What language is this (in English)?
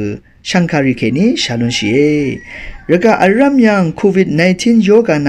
Rawang